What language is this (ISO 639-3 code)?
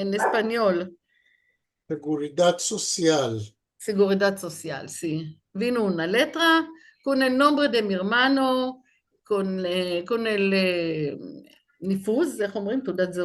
lad